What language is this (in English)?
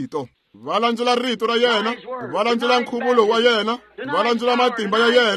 Tsonga